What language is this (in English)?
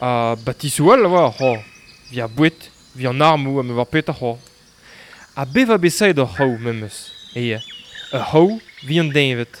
Breton